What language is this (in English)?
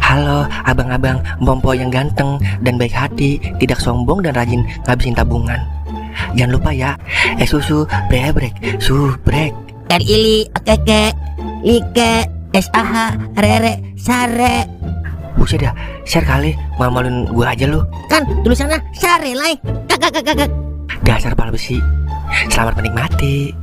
Betawi